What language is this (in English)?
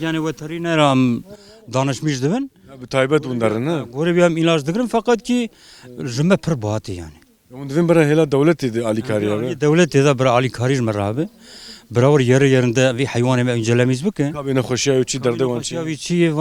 Kurdish